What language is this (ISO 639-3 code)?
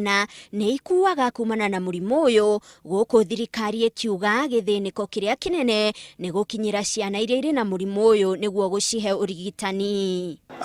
kik